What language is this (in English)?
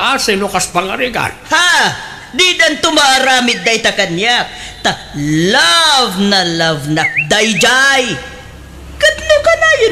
Iloko